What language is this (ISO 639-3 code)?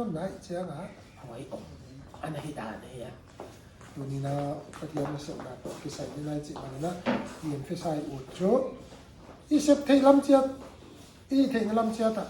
pck